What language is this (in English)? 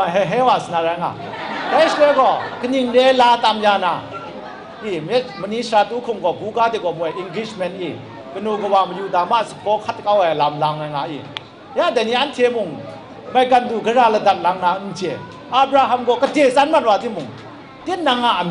Kachin